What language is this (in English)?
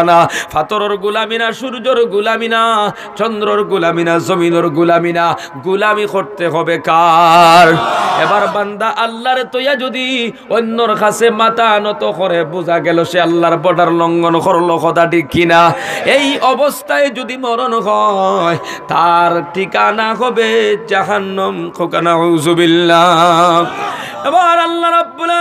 Sylheti